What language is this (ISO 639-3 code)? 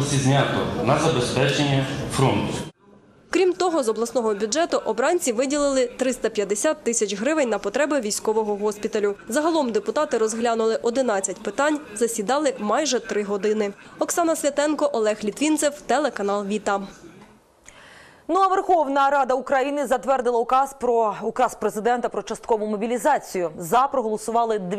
ukr